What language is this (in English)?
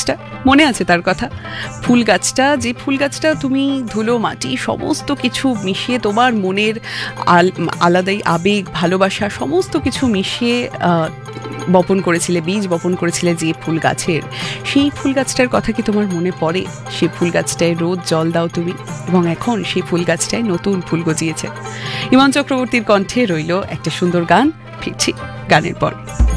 Bangla